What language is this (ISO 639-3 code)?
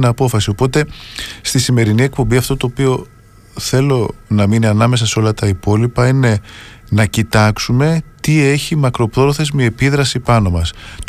ell